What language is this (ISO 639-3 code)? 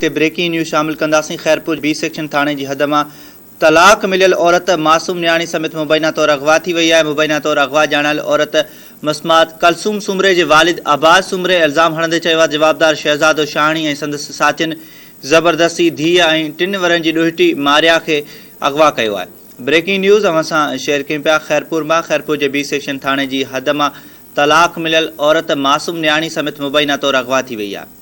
snd